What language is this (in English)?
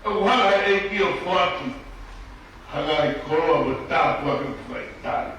Tongan